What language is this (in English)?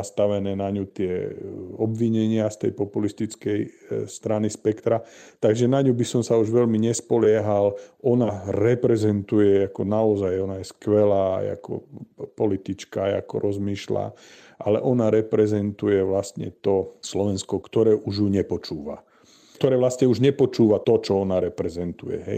Slovak